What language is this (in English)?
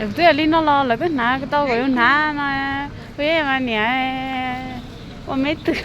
Hmong